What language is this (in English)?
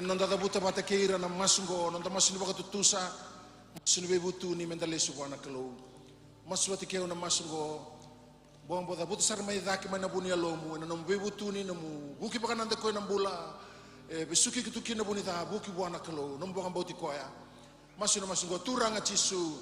Fijian